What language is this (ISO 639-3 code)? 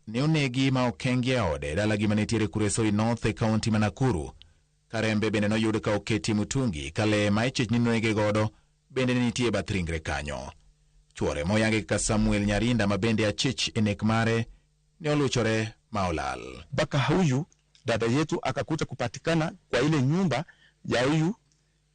luo